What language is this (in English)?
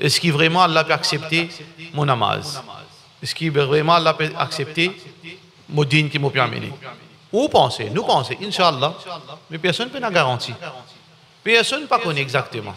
Morisyen